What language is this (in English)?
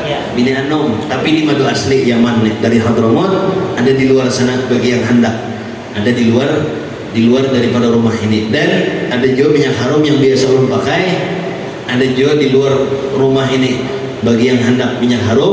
Banjar